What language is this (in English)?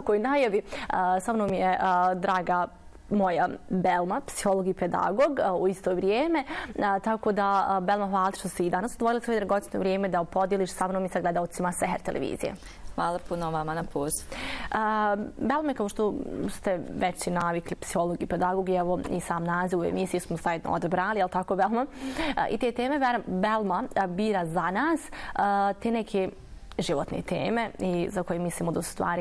Bosnian